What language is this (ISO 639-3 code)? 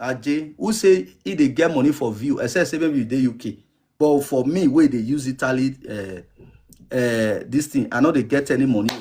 pcm